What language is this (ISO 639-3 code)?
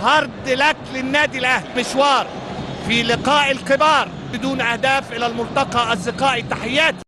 arz